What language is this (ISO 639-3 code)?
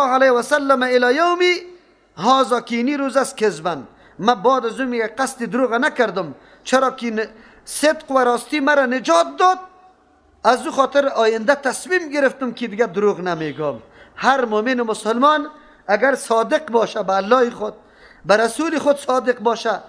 fas